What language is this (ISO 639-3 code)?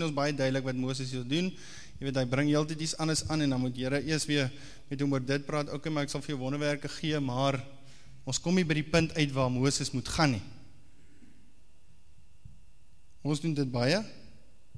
afr